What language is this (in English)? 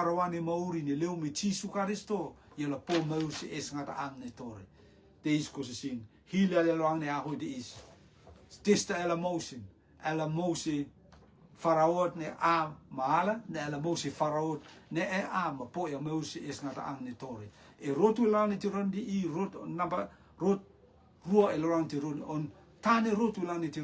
Rotuman